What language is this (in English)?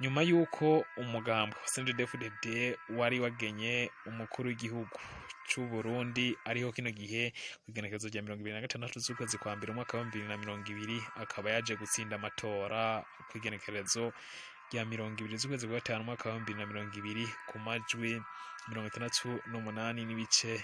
Rundi